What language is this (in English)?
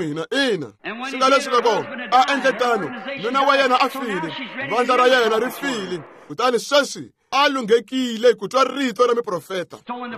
Tsonga